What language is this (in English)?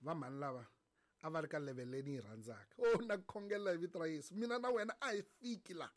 Tsonga